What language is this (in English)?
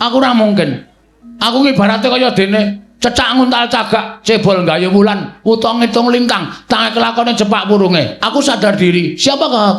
Javanese